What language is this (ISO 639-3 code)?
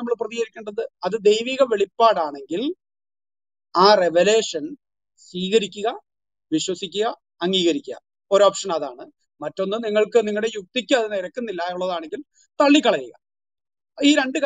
mal